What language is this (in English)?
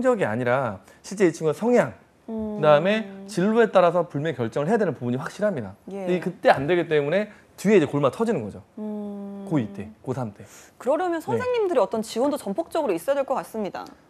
Korean